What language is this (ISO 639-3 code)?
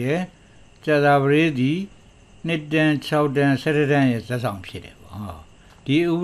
mya